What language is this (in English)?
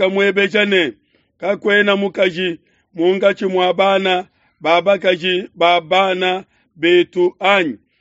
Luba-Lulua